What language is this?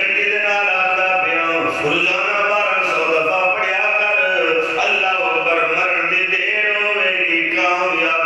Saraiki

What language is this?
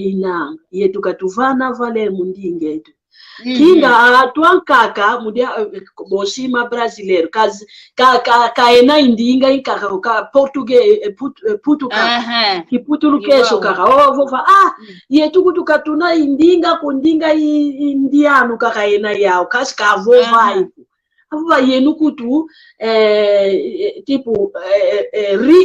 San Salvador Kongo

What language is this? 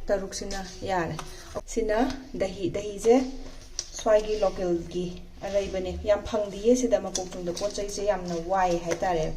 Manipuri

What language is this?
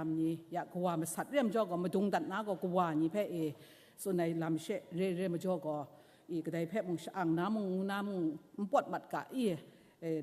Kachin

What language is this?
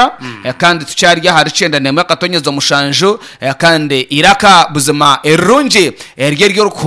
Nyankole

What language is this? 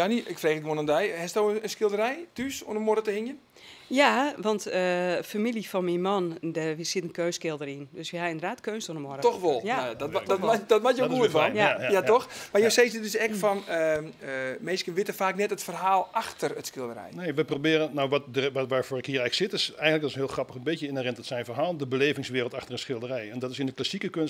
Western Frisian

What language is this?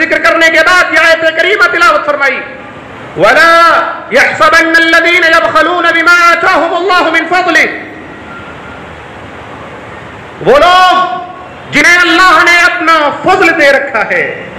Urdu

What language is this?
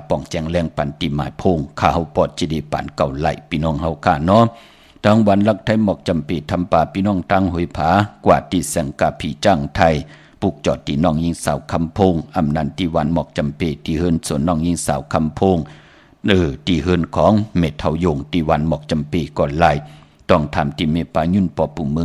Shan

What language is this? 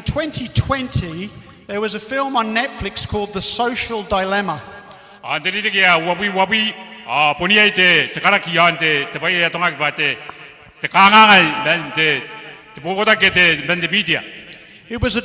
Gilbertese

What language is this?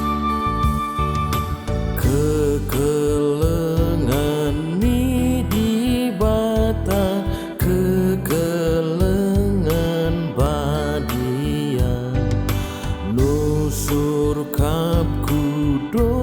Batak Karo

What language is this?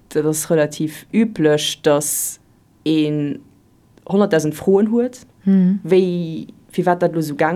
Luxembourgish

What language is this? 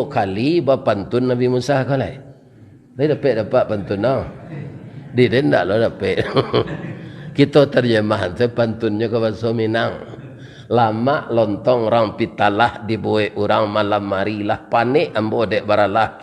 Minangkabau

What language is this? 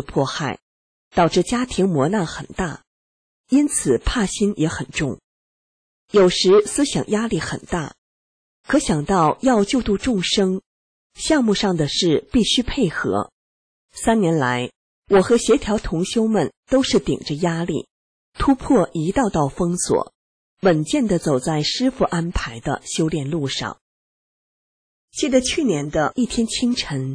Chinese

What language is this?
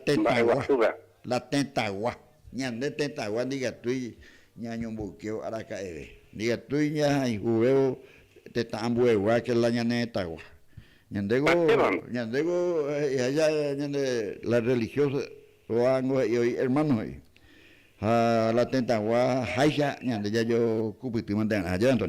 Guarani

